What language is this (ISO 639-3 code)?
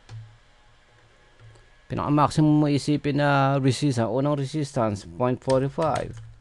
fil